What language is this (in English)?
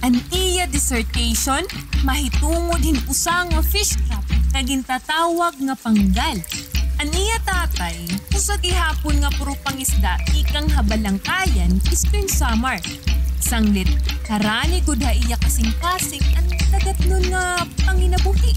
Waray